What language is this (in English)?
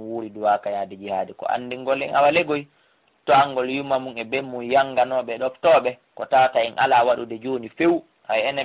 Fula